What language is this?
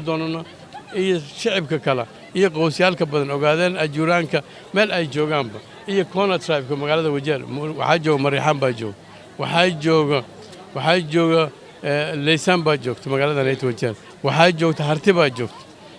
Somali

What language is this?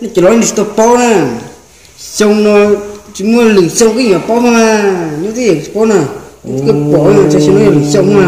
Hmong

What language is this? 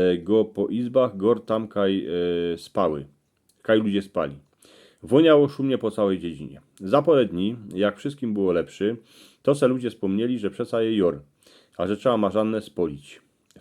Silesian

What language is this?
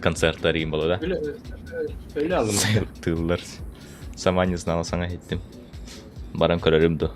Yakut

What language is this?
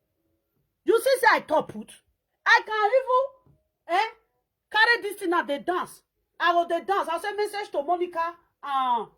Nigerian Pidgin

